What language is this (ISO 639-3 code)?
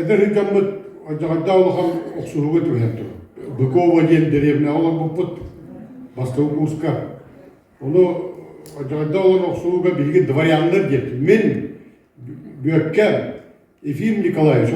sah